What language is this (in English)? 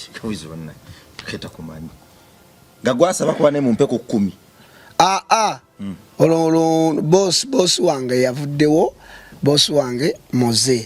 Ganda